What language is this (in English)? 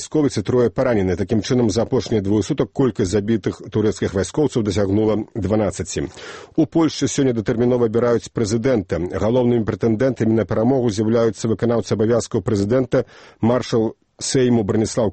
Belarusian